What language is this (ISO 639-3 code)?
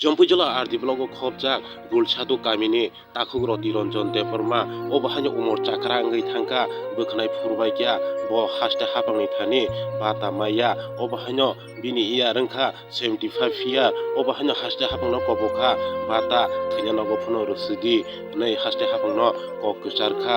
trp